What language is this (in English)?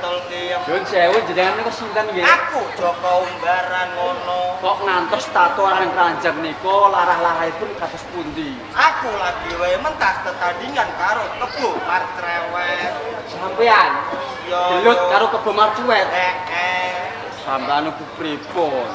Javanese